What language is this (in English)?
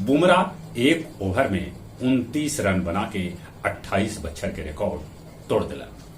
Magahi